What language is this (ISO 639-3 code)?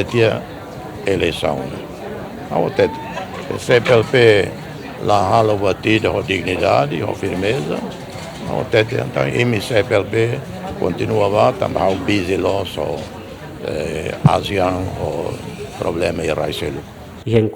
tet